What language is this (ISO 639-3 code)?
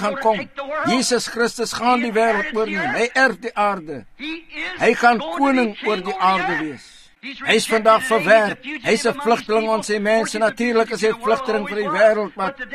afr